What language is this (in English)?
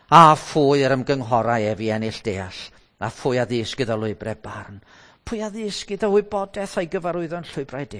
Welsh